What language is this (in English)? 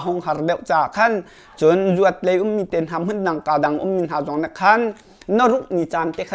Hakha Chin